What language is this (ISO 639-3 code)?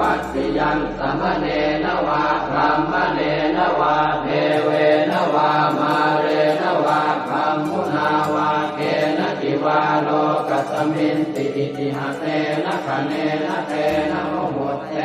pli